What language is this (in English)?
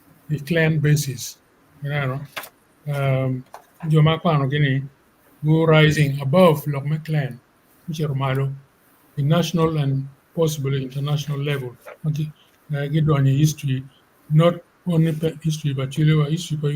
Acoli